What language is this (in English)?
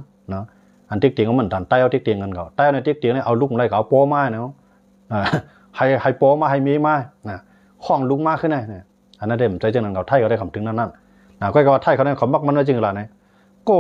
Shan